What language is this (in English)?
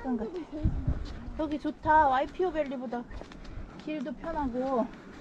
Korean